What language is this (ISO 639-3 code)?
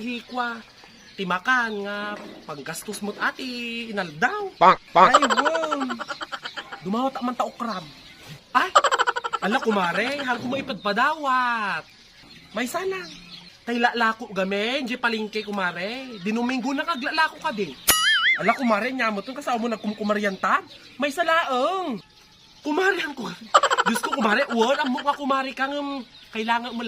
ilo